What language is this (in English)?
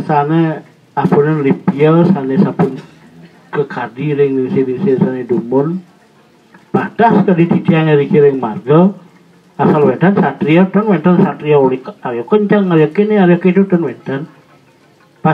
Balinese